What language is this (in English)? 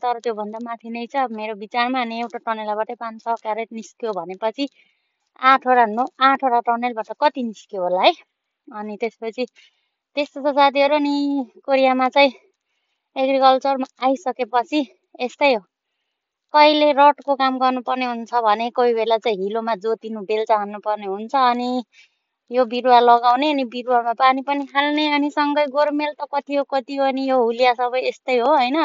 Nepali